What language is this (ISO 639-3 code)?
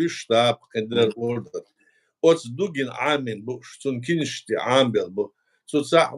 che